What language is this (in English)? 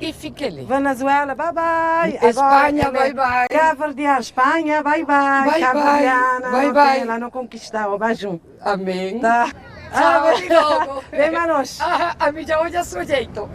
Kabuverdianu